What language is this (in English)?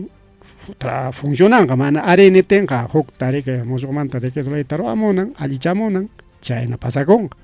Ayacucho Quechua